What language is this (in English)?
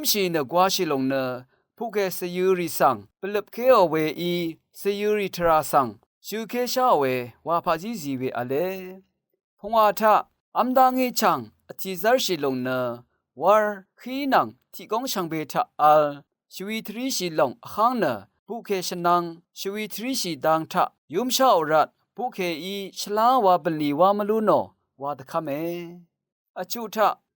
Rawang